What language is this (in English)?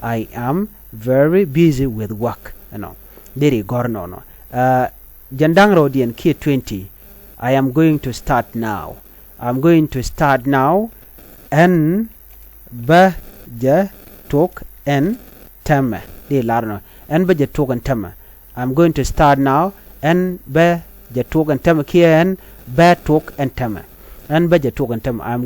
Nuer